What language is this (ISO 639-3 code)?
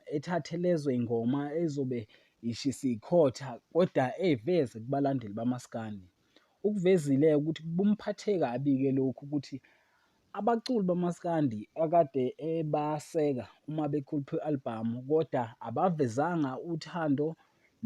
zul